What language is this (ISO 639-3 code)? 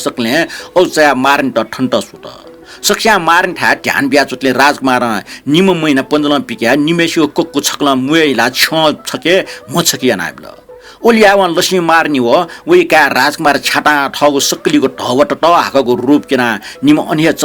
new